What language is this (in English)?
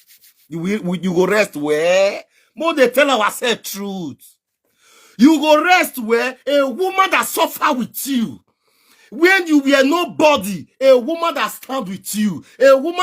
Nigerian Pidgin